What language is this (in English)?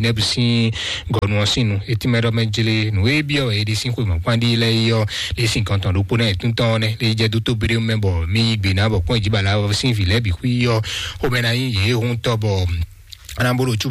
Fon